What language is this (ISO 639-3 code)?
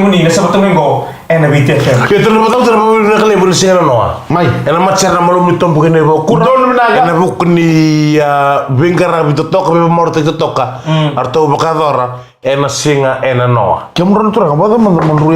fij